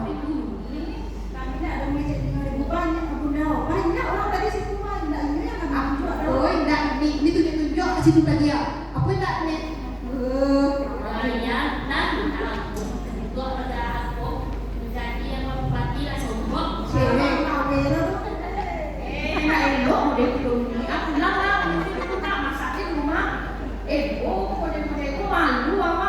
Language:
Minangkabau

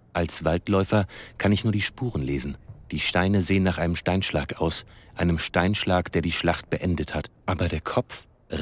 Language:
Bavarian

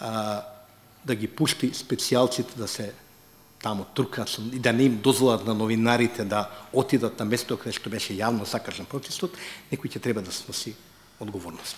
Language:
Macedonian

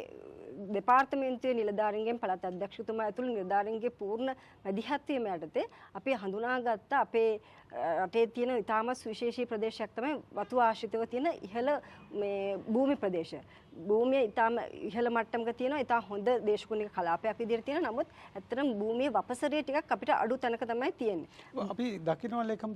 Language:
Sinhala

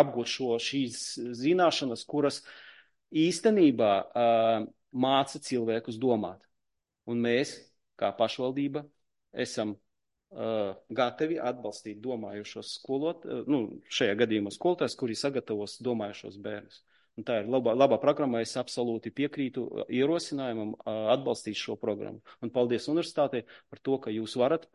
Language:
Latvian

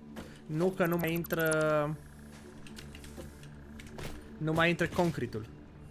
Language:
Romanian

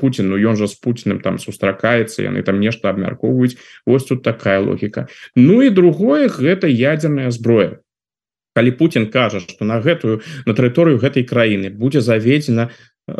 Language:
Belarusian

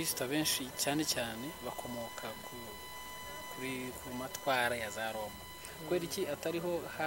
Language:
Kinyarwanda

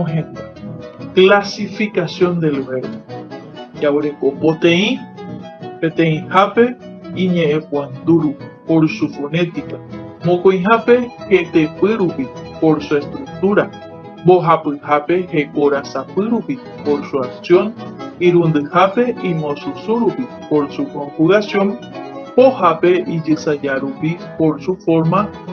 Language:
Guarani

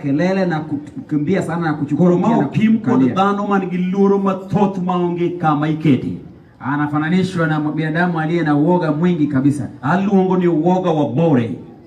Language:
Luo (Kenya and Tanzania)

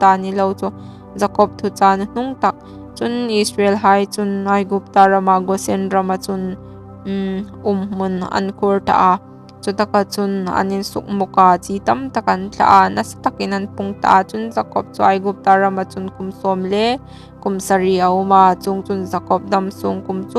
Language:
Hmar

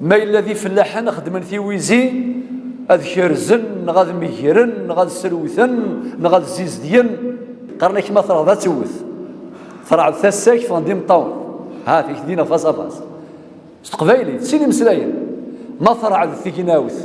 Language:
Kabyle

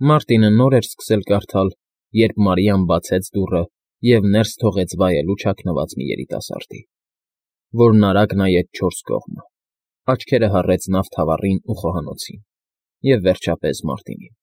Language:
Armenian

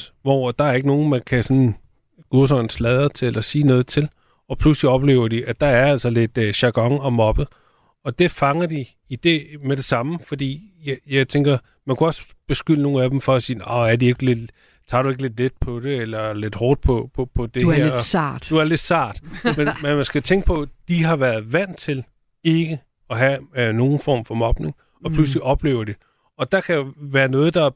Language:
Danish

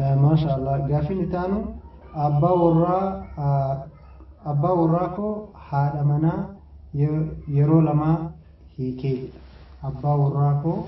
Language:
Oromo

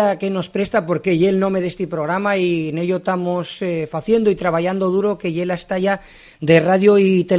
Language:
Asturian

